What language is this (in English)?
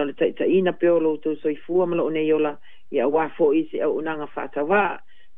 Samoan